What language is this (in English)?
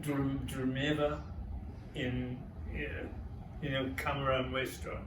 Ladino